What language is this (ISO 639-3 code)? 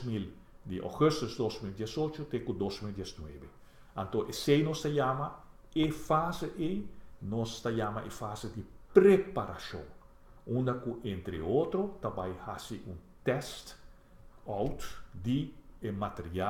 pap